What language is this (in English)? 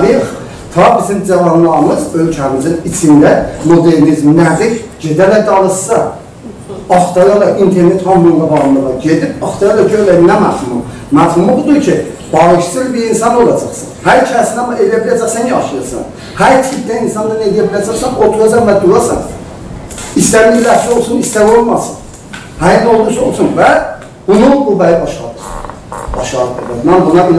South Azerbaijani